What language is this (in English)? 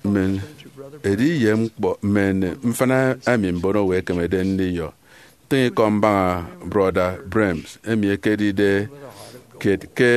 Efik